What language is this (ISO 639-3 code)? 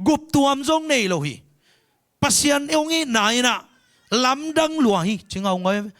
ctd